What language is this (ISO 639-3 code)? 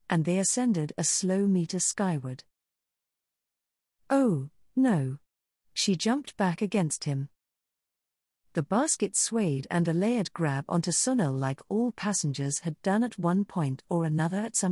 eng